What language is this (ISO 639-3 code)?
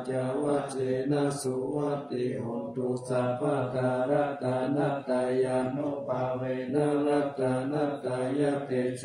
pli